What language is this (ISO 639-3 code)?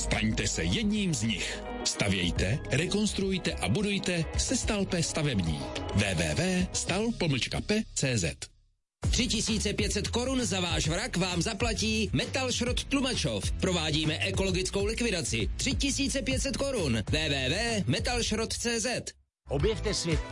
ces